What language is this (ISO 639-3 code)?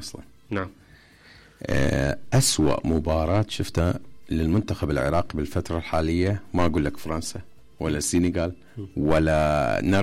acm